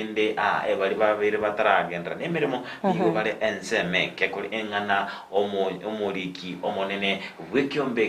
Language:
Gusii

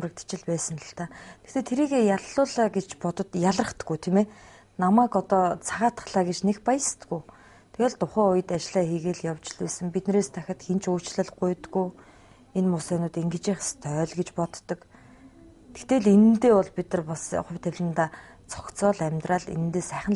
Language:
Mongolian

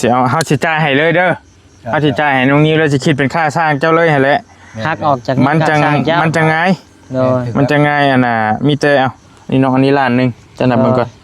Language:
Northeastern Thai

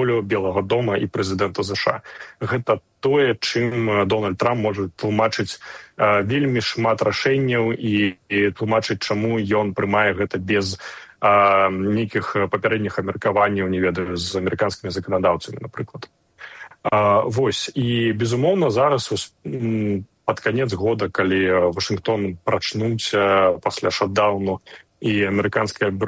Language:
Belarusian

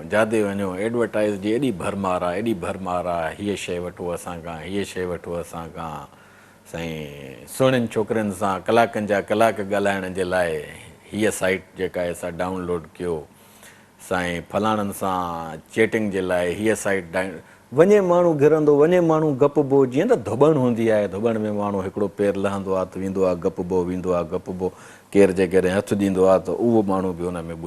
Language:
Sindhi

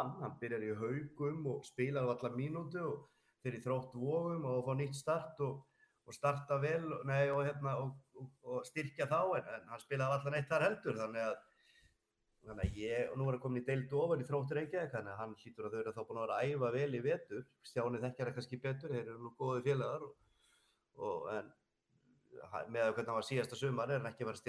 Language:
Icelandic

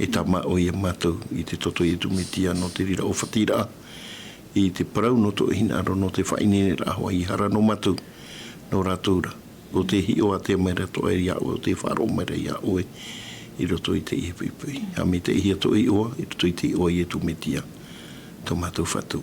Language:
Tahitian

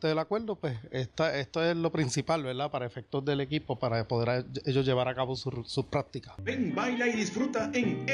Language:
Spanish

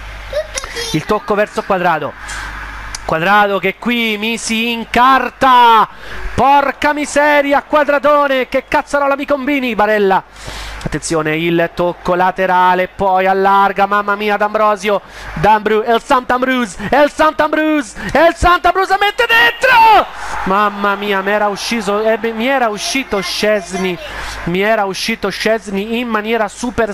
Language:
Italian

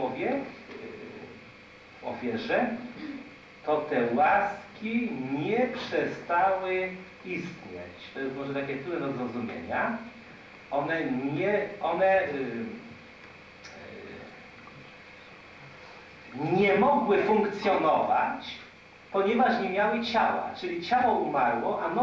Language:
Polish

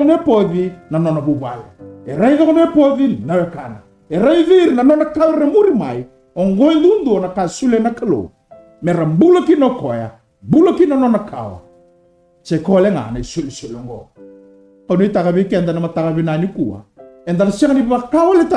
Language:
Fijian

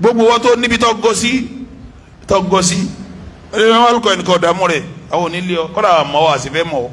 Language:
Yoruba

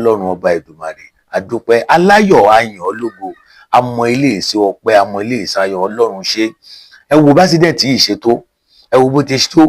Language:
Yoruba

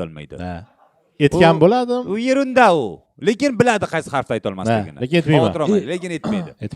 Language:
Uzbek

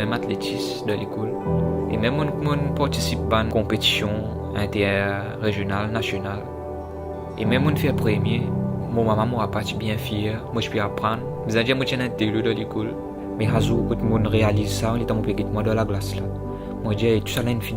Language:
Morisyen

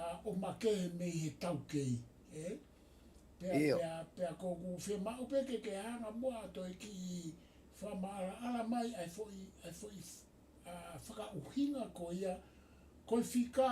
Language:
Tongan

